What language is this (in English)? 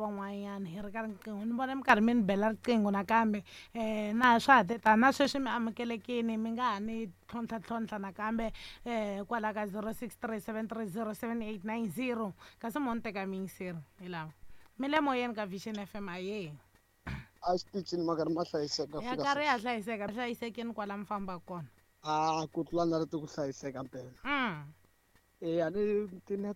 Tsonga